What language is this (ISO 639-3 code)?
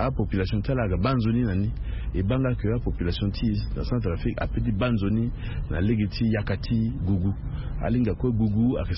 sag